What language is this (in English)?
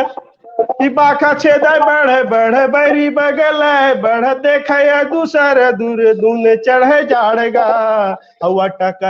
Chhattisgarhi